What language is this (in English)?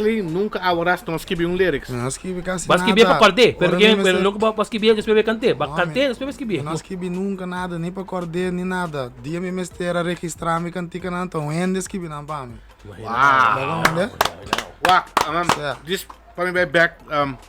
Papiamento